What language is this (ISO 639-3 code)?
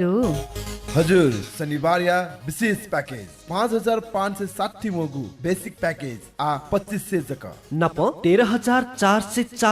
new